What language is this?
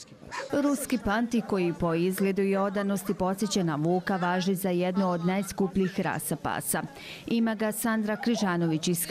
Bosnian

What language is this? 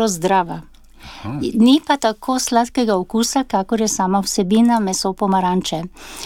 Slovenian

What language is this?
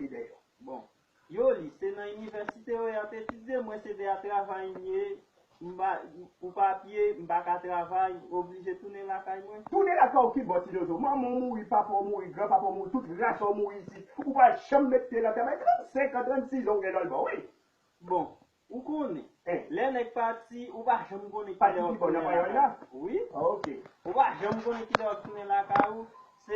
Haitian Creole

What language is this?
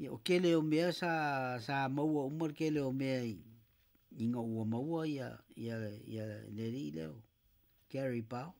Samoan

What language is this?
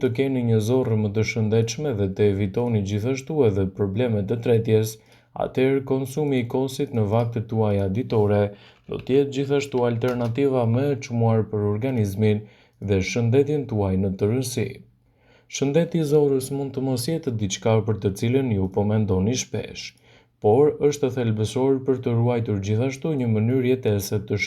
Albanian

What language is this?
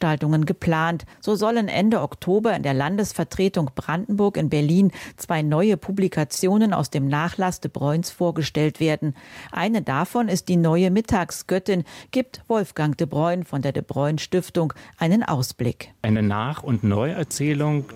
German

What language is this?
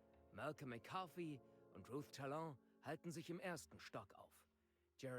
Bavarian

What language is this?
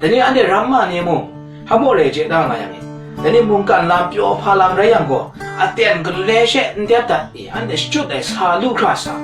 Kachin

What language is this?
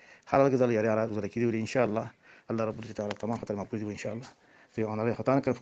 Rohingya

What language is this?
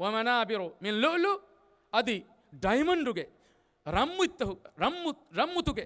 Divehi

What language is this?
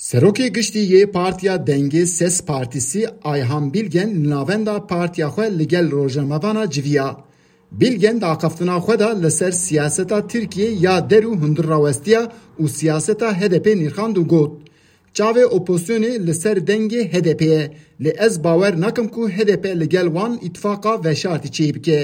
Kurdish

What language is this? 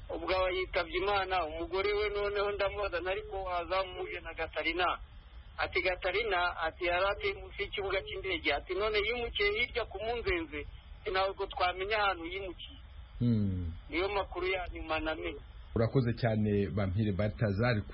Kinyarwanda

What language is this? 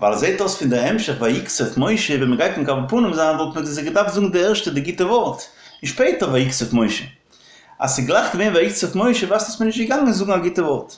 Yiddish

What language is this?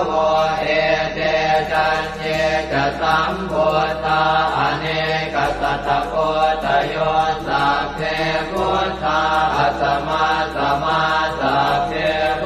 Pali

